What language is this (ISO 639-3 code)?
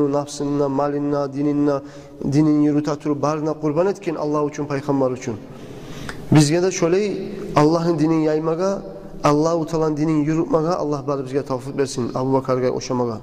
kum